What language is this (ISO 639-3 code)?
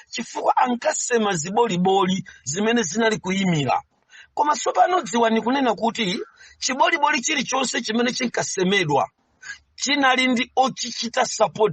nya